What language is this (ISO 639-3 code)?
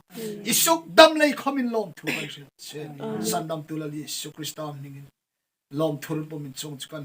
hmr